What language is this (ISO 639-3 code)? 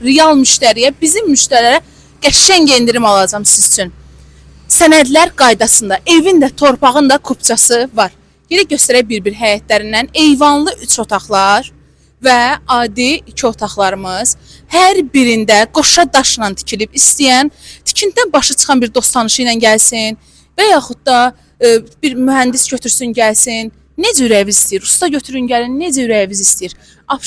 aze